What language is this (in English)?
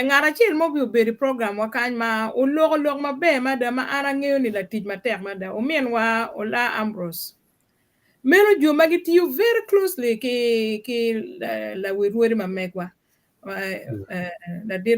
Acoli